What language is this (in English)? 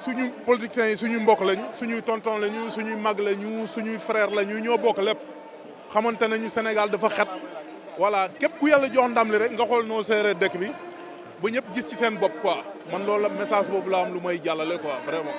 Wolof